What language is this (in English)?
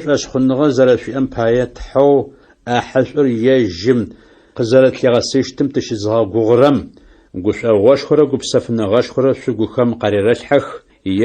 Adyghe